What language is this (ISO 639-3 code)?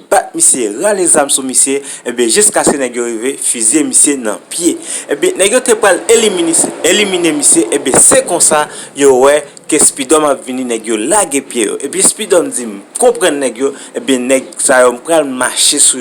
hat